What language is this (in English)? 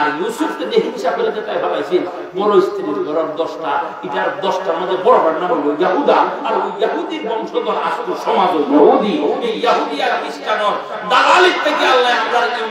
Sylheti